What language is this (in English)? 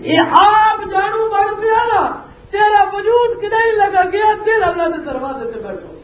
Western Panjabi